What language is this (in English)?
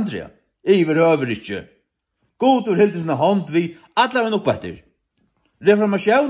Faroese